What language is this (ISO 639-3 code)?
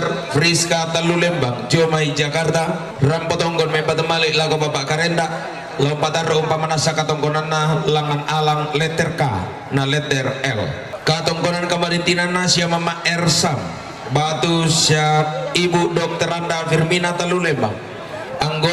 sda